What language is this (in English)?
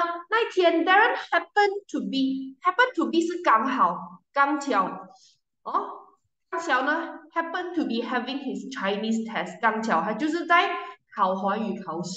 Chinese